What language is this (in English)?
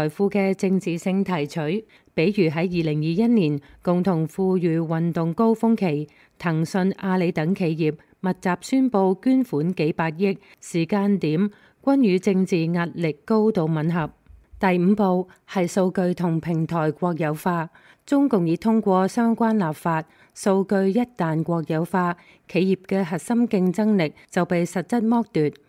Cantonese